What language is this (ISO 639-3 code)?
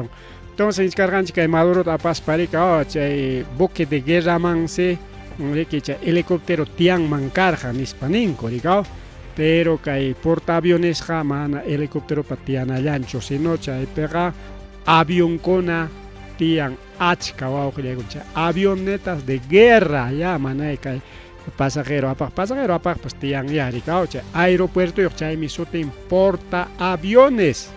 quy